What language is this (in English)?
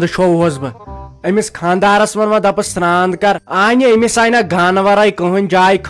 Kashmiri